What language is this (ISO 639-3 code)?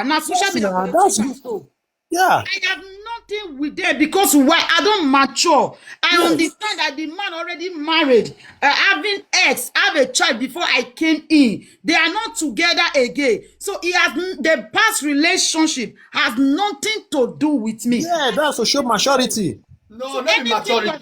pcm